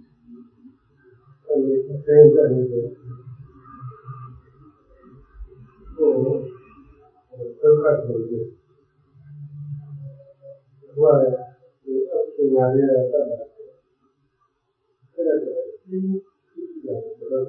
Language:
Burmese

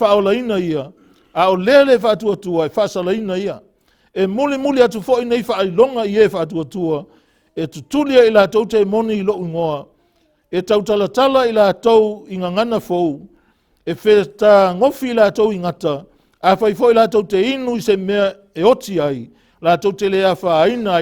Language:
Samoan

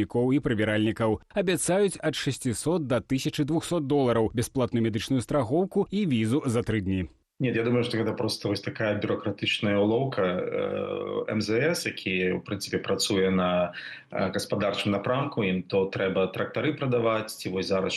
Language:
Belarusian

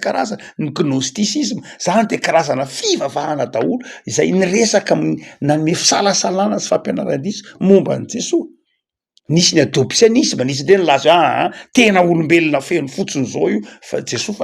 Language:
Malagasy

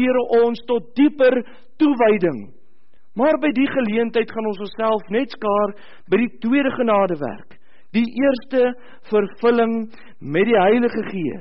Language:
Afrikaans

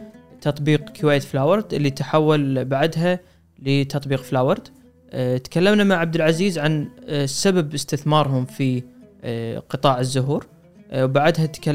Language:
Gulf Arabic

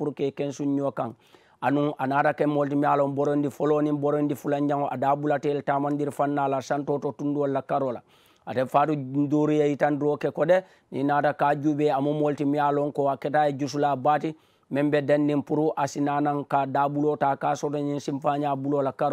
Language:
Mandingo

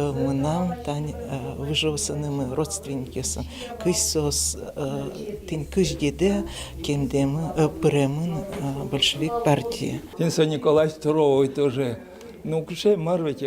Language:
Udmurt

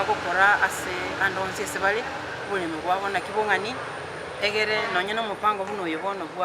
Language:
Gusii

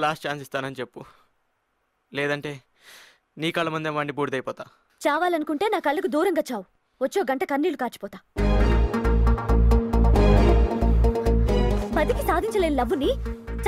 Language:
Telugu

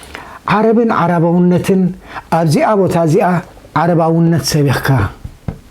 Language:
Tigrinya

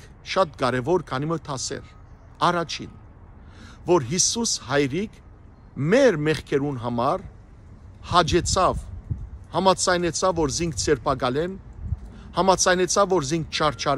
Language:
Western Armenian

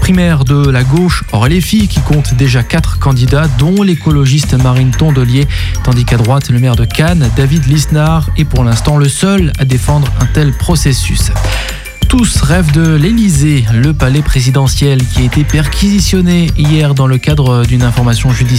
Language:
French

